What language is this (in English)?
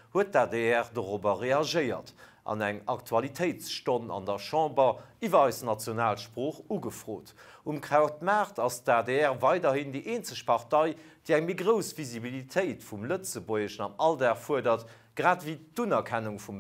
Luxembourgish